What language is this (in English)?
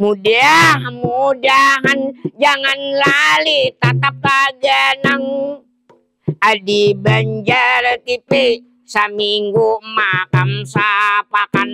Banjar